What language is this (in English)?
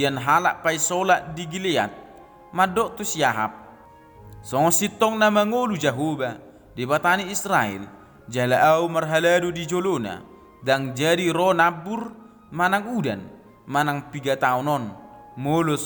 Batak Toba